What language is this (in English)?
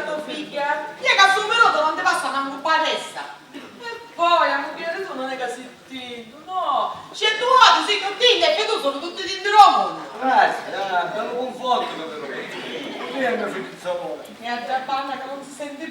Sicilian